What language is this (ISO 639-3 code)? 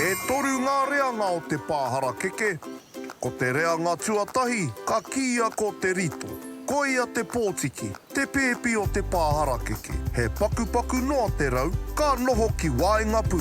mri